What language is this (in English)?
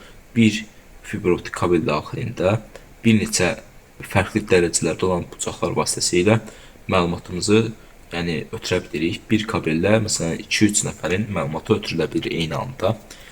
Azerbaijani